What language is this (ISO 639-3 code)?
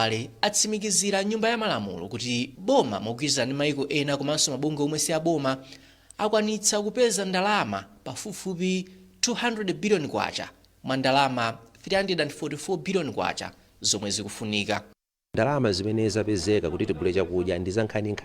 nya